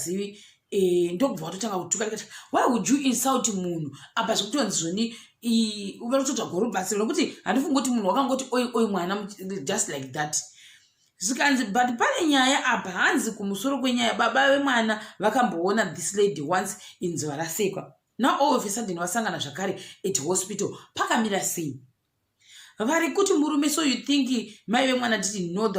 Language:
Shona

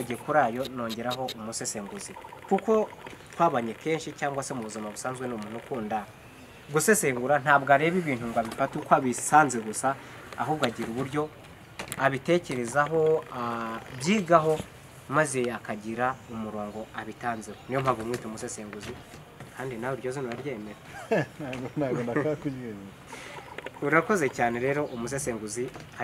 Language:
Kinyarwanda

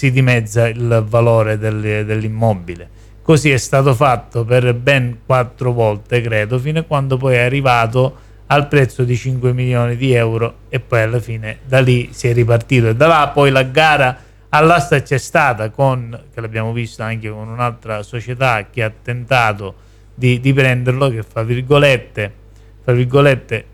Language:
Italian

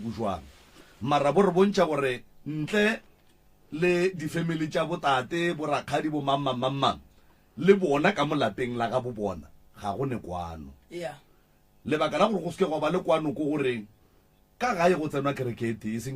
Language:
Northern Sotho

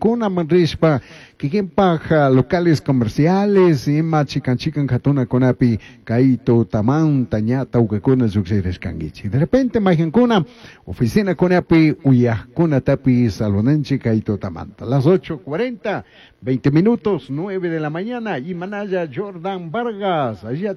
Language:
Chimborazo Highland Quichua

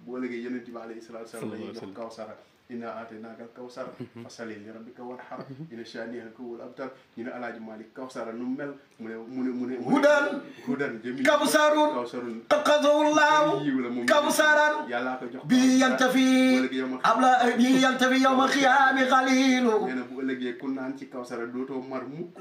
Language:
Wolof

